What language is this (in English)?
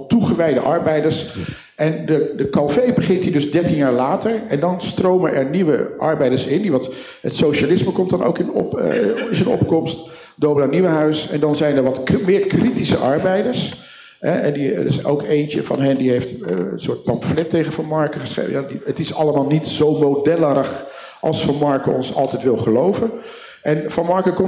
Dutch